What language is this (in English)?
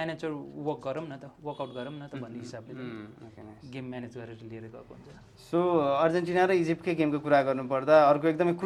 Nepali